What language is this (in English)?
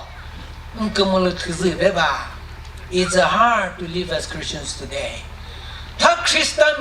Chokri Naga